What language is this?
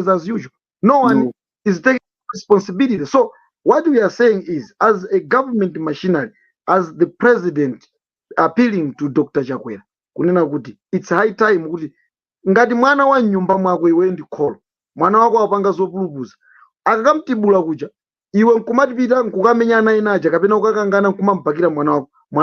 Nyanja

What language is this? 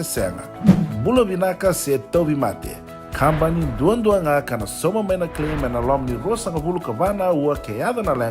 Fijian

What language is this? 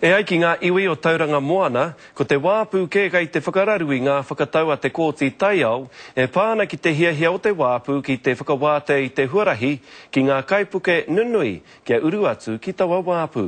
Māori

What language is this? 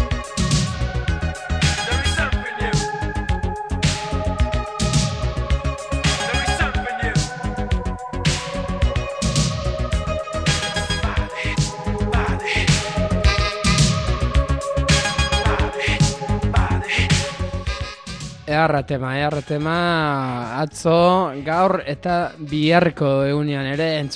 Basque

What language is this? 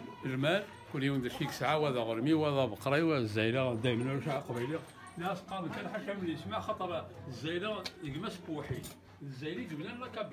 Kabyle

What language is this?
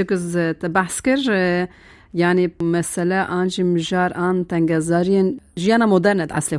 Kurdish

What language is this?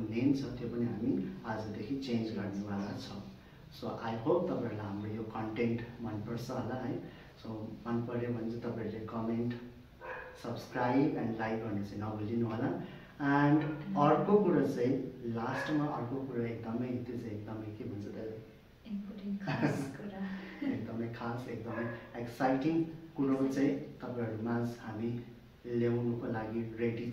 Nepali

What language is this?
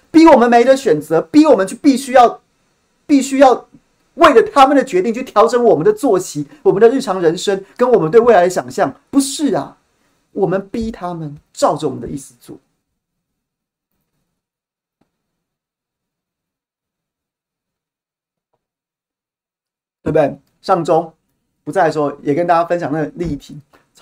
Chinese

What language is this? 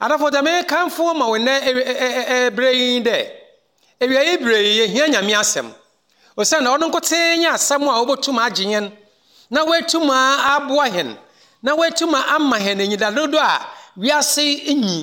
Akan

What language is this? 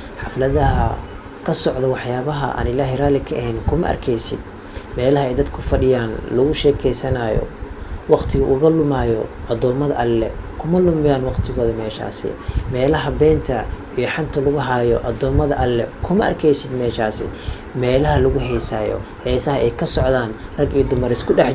Somali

